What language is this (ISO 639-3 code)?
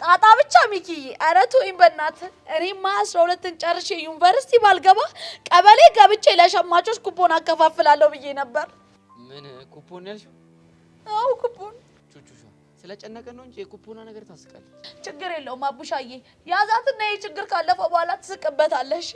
amh